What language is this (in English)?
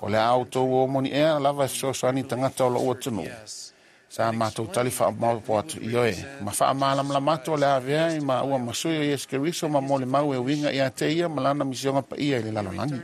Samoan